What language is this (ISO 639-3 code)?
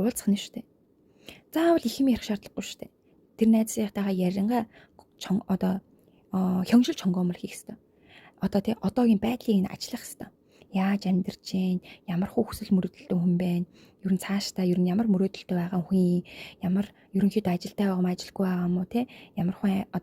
mon